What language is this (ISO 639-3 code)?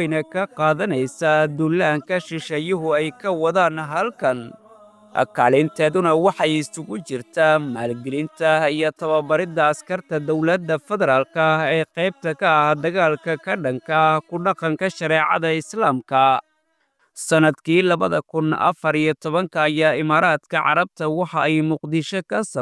som